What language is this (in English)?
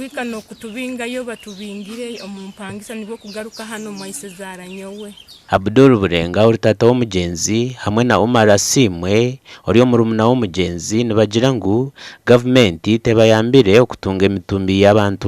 Nyankole